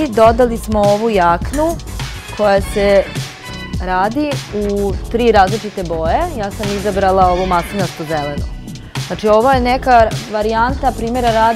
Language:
Serbian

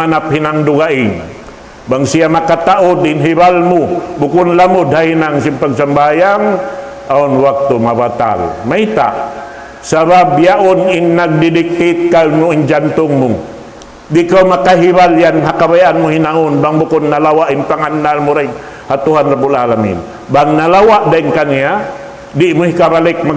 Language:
Tausug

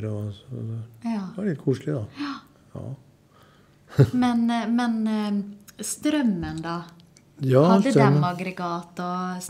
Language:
Norwegian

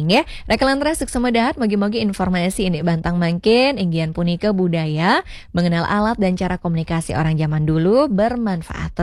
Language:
Balinese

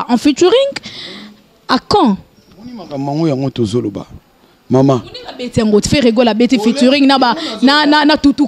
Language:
Lingala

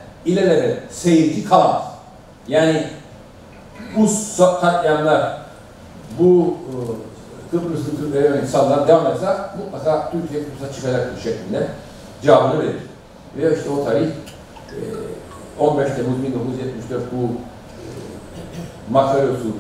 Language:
Turkish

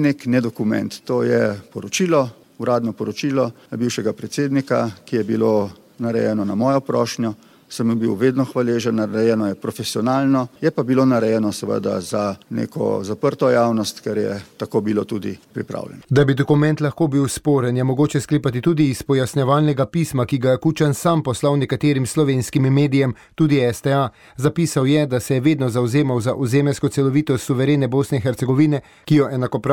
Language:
Slovenian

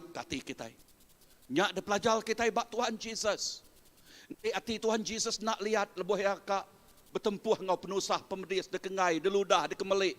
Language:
Iban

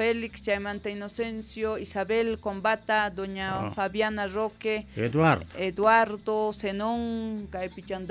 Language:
Quechua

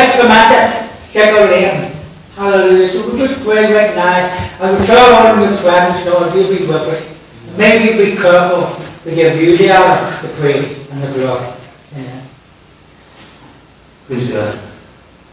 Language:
English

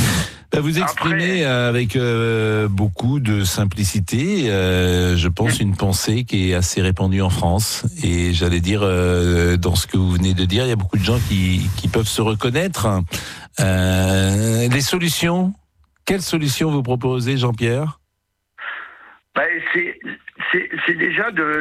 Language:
French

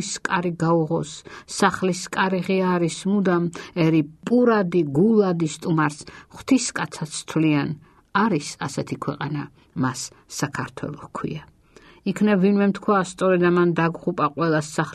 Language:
Georgian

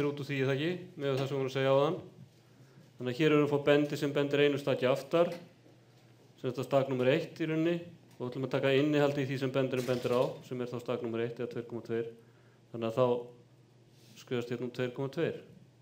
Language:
Icelandic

